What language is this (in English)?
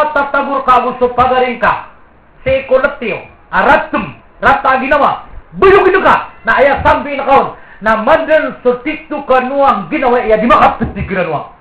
Maranao